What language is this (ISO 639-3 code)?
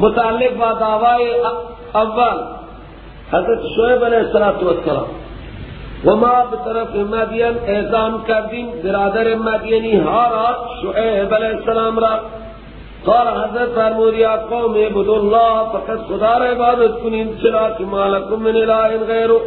fas